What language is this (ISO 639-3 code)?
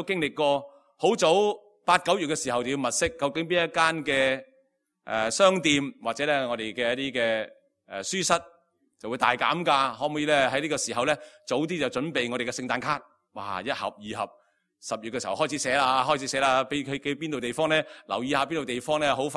yue